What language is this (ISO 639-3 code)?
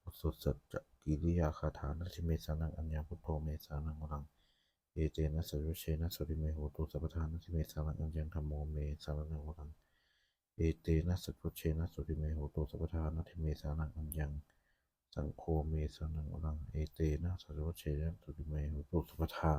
pli